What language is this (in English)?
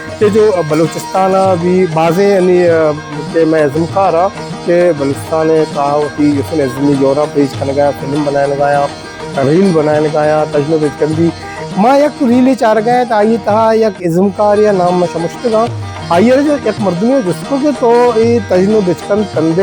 Baluchi